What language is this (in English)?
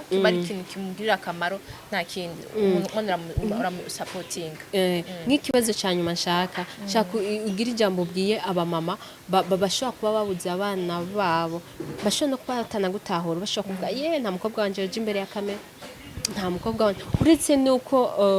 Rundi